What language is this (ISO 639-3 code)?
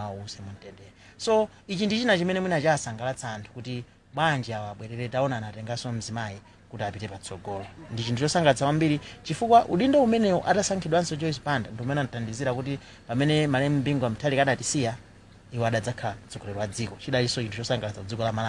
nya